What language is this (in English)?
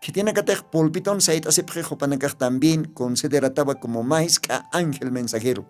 Aymara